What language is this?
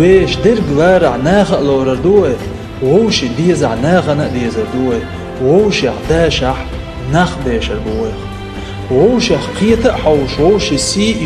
Chechen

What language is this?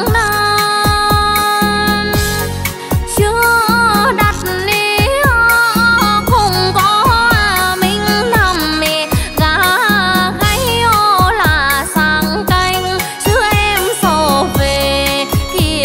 Vietnamese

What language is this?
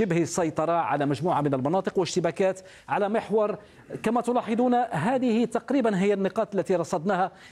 Arabic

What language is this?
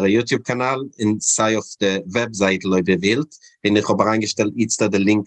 Yiddish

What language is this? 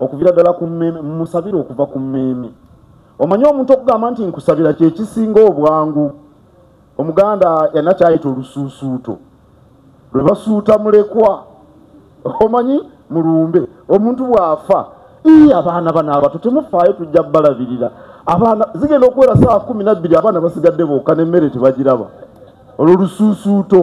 Ganda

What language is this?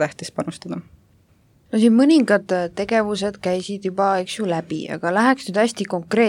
Estonian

